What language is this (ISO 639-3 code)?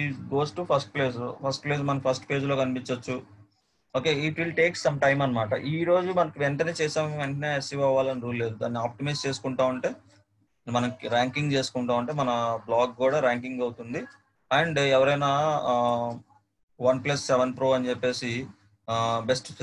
tel